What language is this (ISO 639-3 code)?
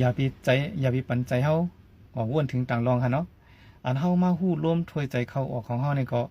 shn